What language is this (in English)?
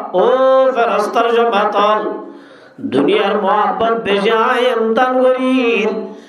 Rohingya